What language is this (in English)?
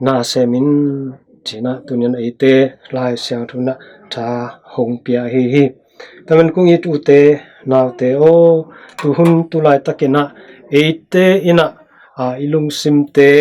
Tedim Chin